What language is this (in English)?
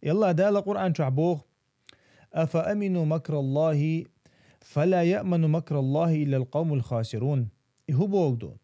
Chechen